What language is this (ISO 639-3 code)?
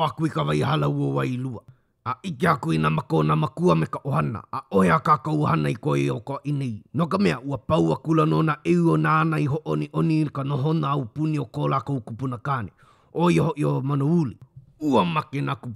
haw